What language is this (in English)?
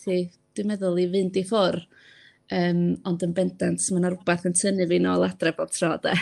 Welsh